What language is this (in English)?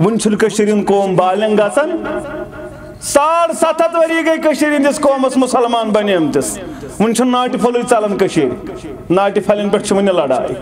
Kashmiri